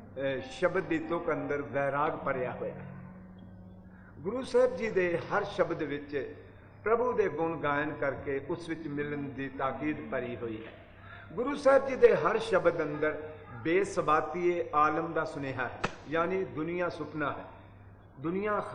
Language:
Punjabi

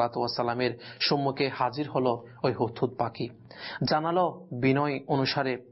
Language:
Bangla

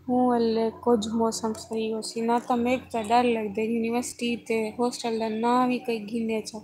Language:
Saraiki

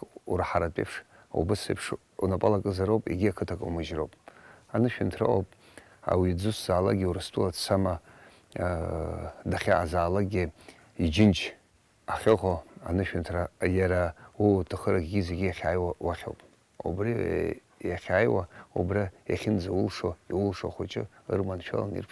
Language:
Abkhazian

